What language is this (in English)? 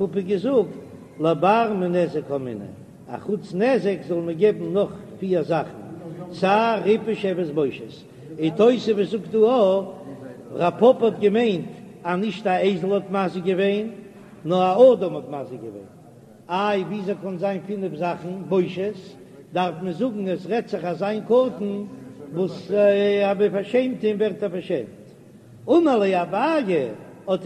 Yiddish